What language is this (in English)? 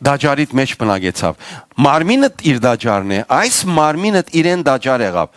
Western Armenian